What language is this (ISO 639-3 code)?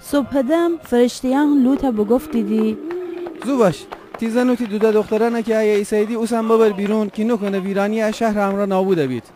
glk